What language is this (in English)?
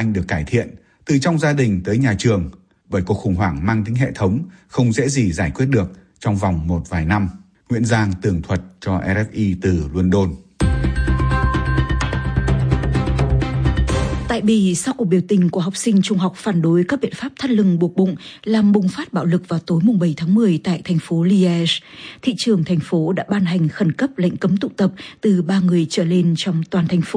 Vietnamese